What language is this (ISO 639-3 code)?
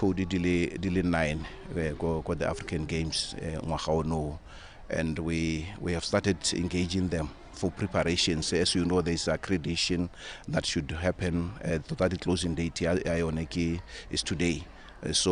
tsn